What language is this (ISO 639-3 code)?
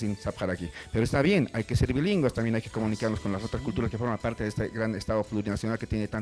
aym